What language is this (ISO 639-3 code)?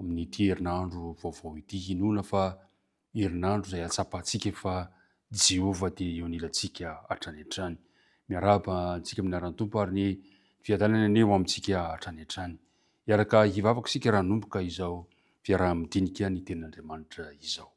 mlg